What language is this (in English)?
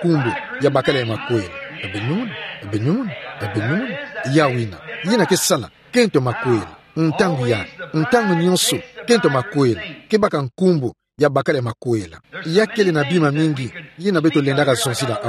Kituba (Democratic Republic of Congo)